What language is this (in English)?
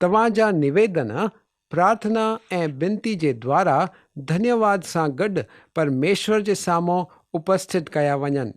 Sindhi